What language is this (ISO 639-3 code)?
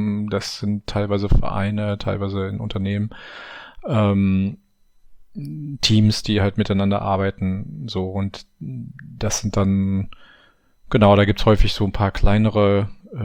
deu